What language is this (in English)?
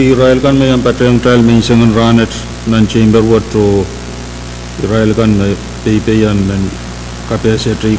Pohnpeian